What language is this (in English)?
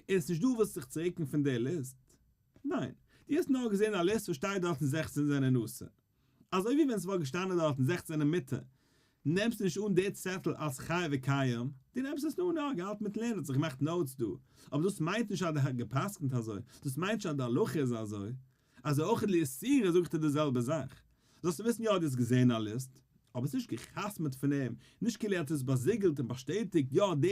Yiddish